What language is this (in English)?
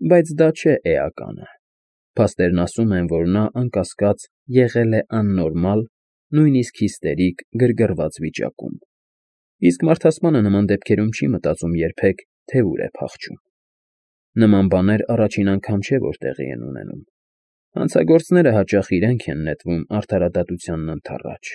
Armenian